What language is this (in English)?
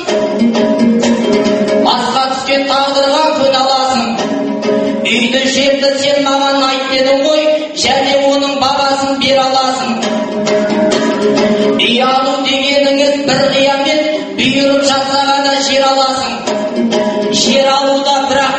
Kazakh